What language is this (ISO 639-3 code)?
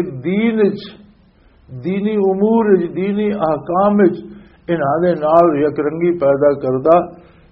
lah